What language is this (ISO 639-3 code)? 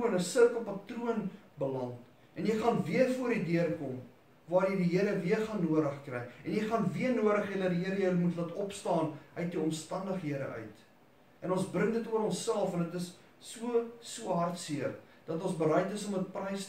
afr